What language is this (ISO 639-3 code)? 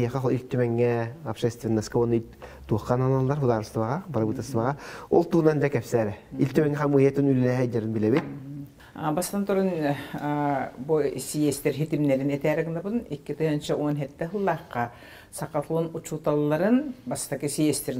sah